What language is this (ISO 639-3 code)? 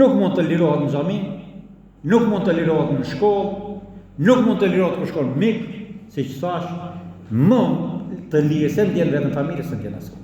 sqi